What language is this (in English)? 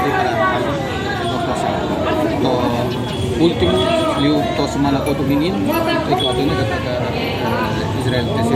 Tetum